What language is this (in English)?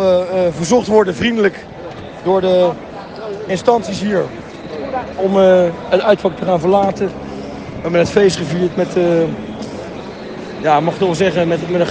Dutch